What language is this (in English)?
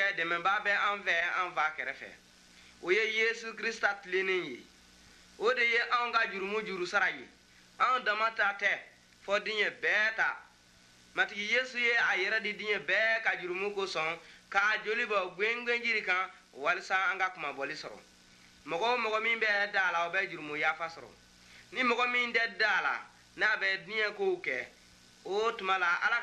Bambara